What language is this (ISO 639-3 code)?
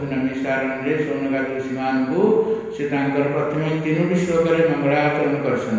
ori